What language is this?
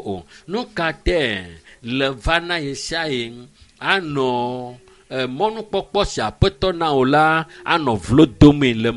Ewe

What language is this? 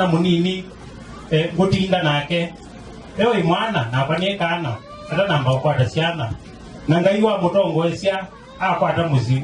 Kamba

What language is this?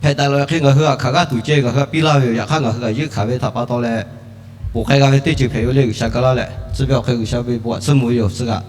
Lahu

